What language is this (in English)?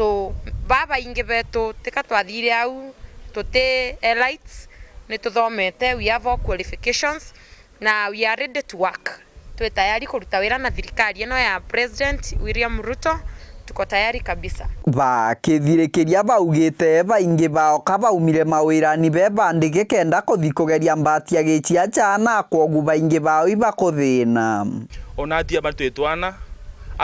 Meru